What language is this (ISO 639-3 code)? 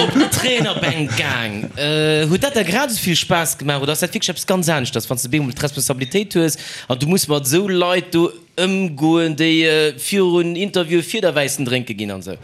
ltz